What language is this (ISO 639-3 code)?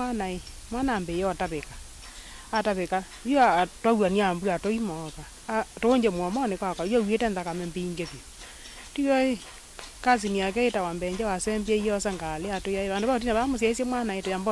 kam